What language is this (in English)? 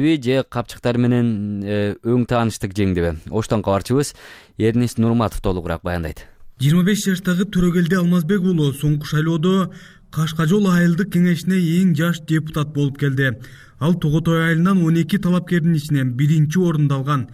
Kyrgyz